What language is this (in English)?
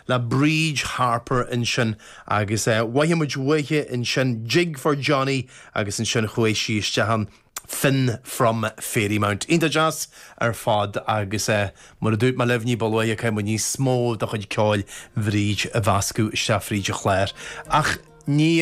Irish